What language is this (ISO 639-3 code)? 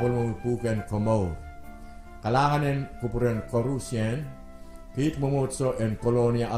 pon